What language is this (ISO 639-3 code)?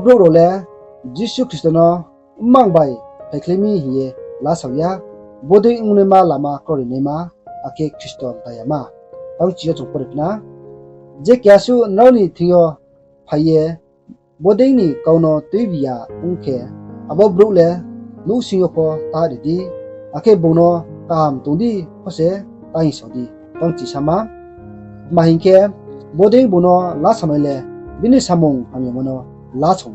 ria